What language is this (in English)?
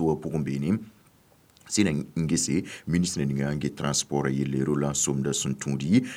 Mossi